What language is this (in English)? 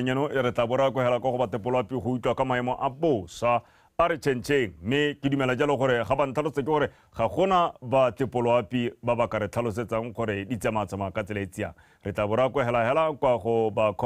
Tswana